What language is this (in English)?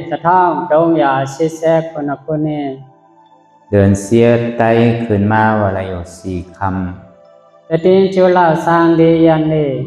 Shan